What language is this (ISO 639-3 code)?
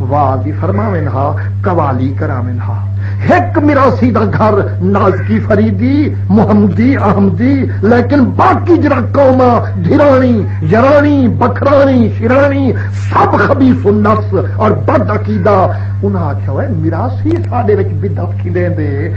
skr